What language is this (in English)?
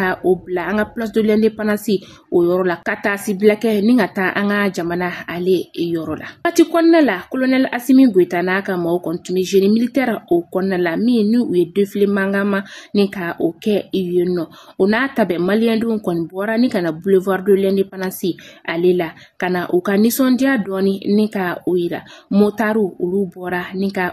Bambara